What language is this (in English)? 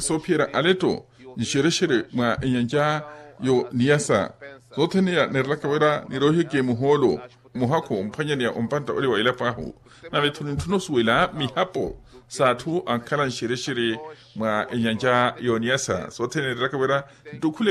Makhuwa